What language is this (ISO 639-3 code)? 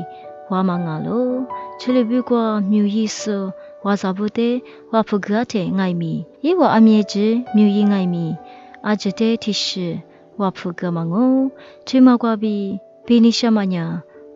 lis